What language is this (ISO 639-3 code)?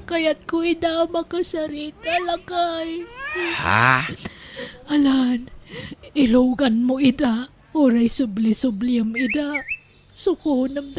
ilo